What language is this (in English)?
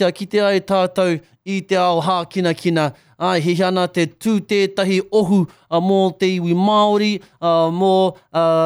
Māori